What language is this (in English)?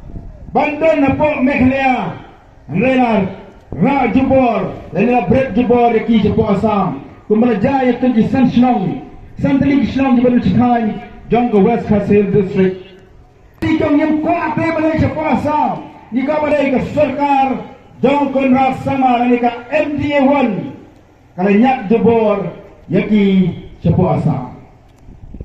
Khasi